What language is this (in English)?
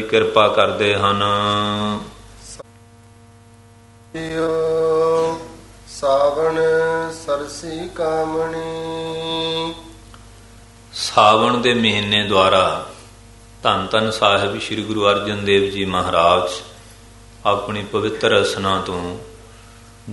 Punjabi